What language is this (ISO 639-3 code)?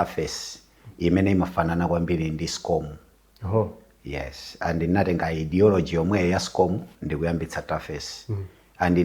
nya